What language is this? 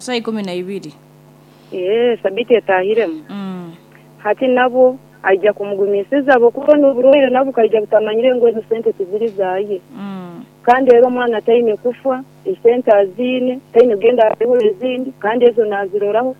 Nyankole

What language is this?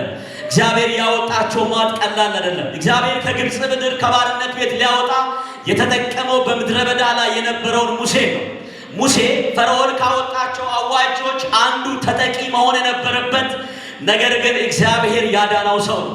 Amharic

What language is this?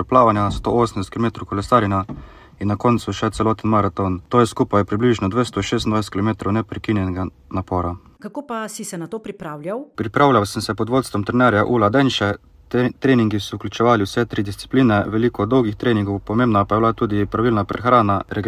Slovenian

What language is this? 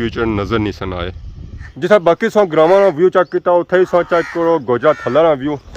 Pahari-Potwari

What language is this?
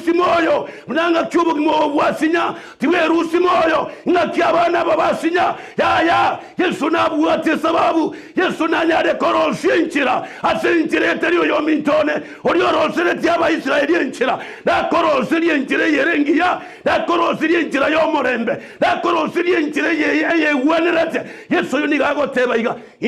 Gusii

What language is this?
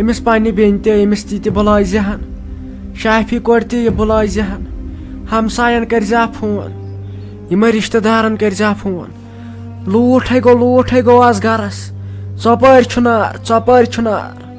Kashmiri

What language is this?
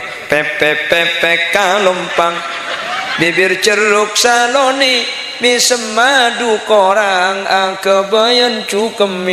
Madurese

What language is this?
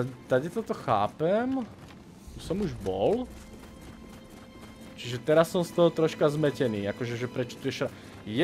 Slovak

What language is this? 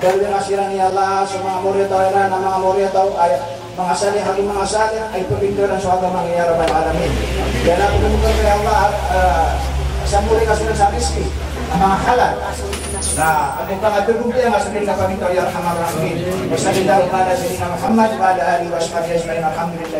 Maranao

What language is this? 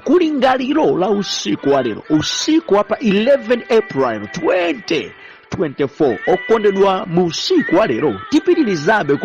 Nyanja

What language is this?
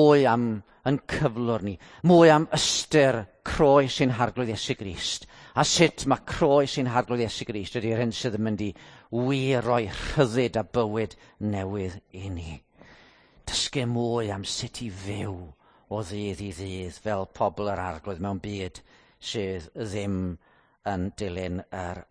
Welsh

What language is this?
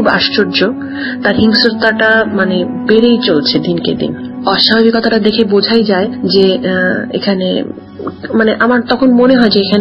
Bangla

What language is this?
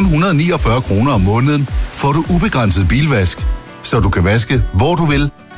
Danish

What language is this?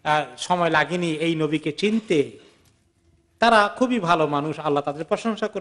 Bangla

